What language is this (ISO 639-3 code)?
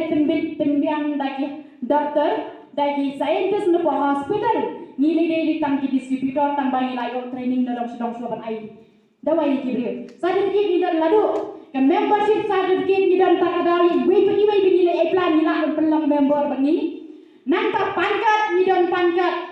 kha